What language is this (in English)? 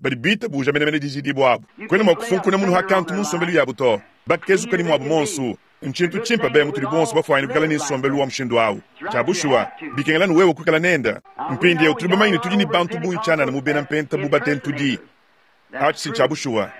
Luba-Lulua